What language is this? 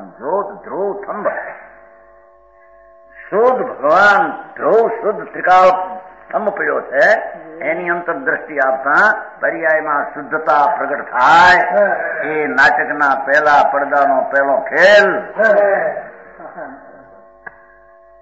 Gujarati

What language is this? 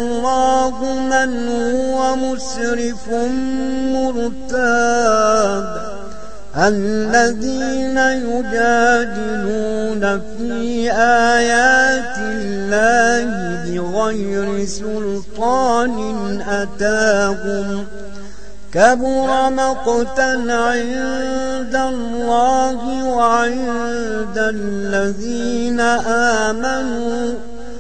Arabic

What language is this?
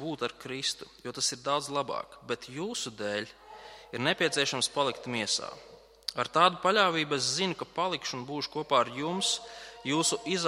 Latvian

